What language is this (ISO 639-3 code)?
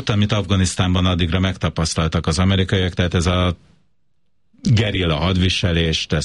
hun